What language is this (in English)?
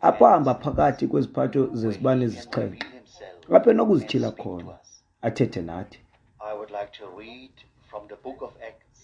Xhosa